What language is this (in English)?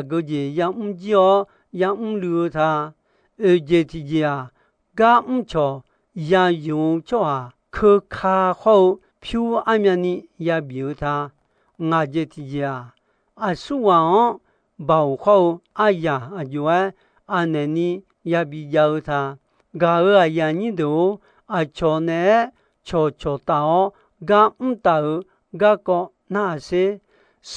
Akha